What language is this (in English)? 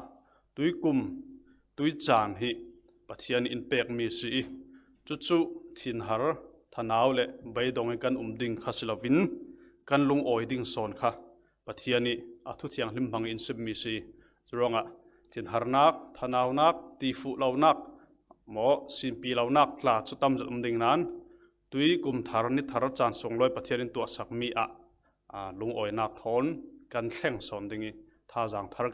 Falam Chin